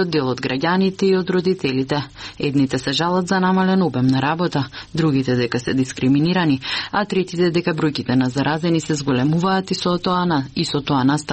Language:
Macedonian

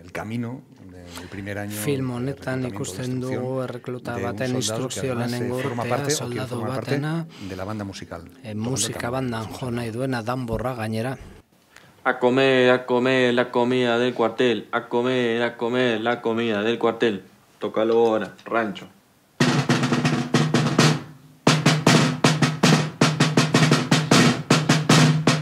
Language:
Basque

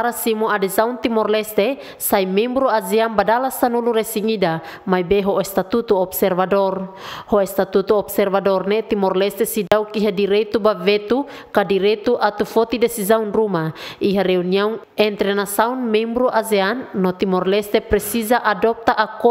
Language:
Tetum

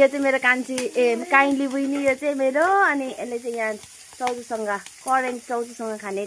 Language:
Nepali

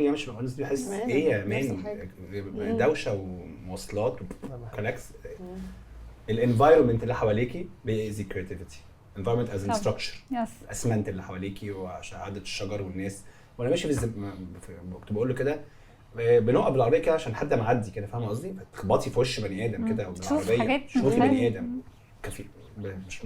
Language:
Egyptian Arabic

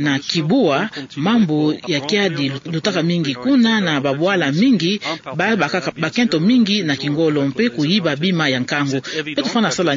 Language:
Kituba (Democratic Republic of Congo)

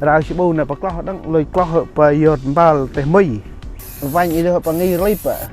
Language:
Central Mnong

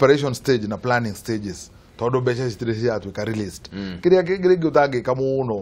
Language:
Kikuyu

